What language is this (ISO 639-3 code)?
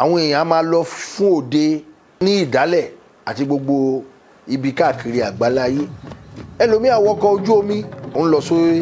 yor